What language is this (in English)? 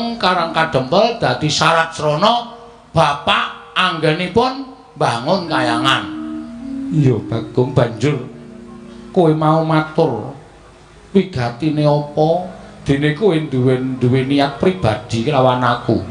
Javanese